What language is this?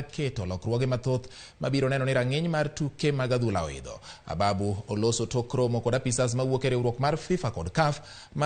Luo (Kenya and Tanzania)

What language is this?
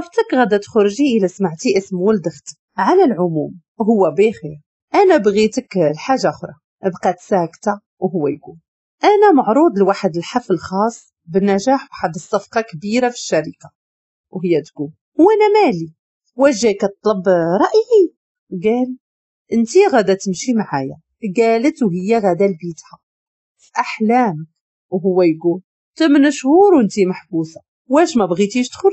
Moroccan Arabic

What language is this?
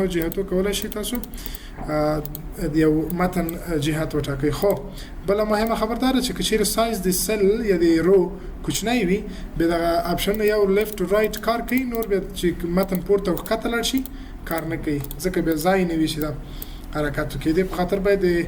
Pashto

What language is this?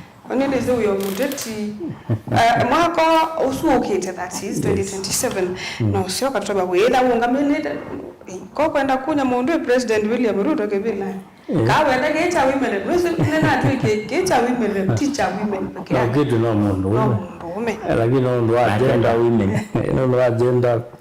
Kamba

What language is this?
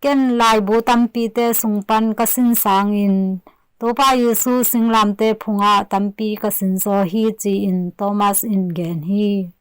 Tedim Chin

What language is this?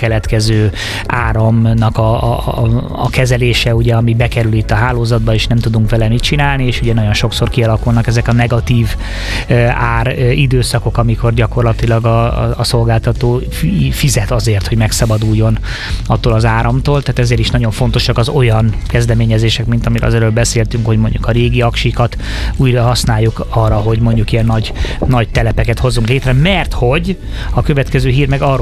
Hungarian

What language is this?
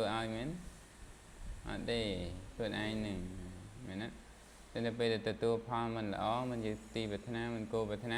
Khmer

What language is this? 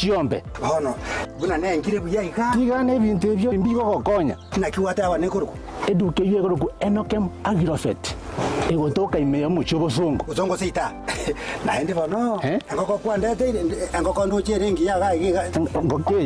Gusii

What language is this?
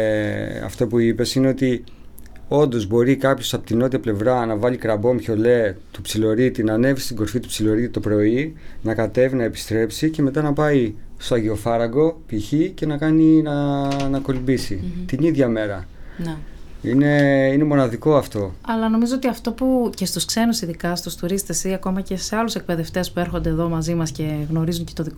Greek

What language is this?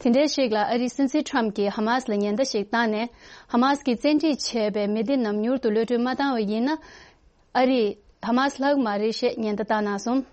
Tibetan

